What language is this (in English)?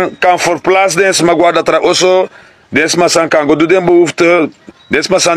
Sranan Tongo